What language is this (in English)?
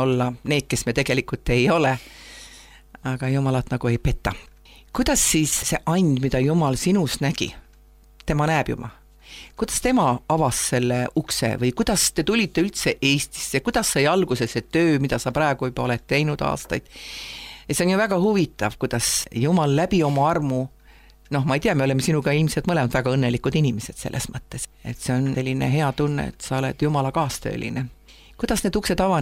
Estonian